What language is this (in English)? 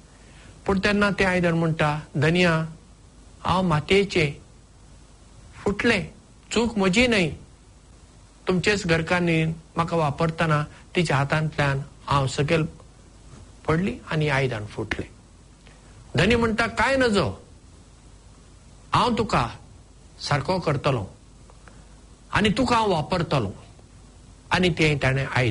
Konkani